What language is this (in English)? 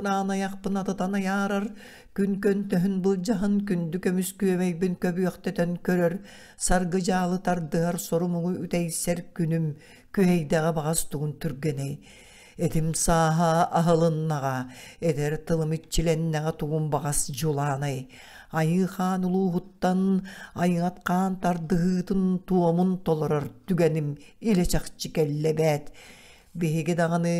Yakut